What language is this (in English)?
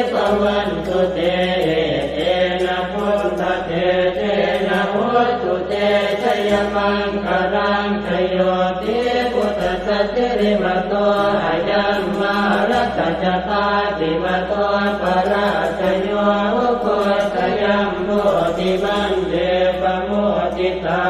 Pali